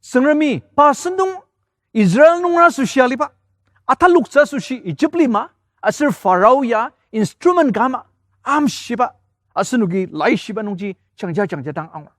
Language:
Ao Naga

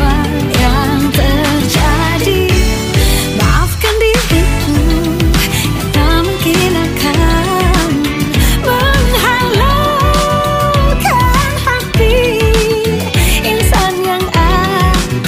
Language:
Indonesian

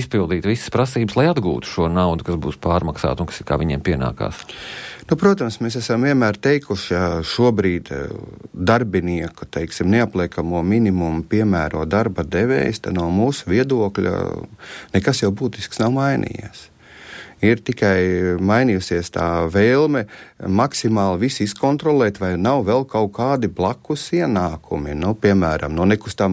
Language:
Latvian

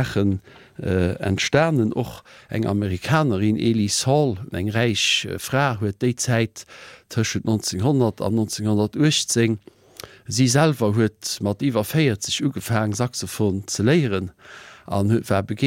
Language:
Luxembourgish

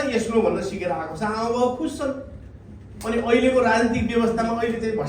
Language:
Nepali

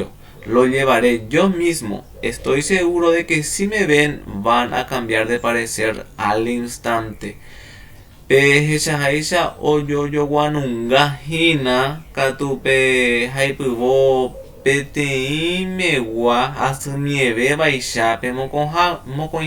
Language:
Guarani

